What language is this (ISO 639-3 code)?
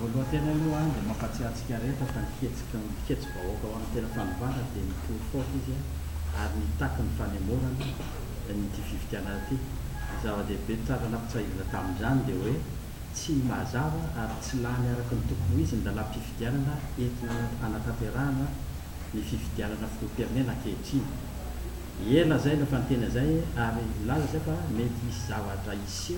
mlg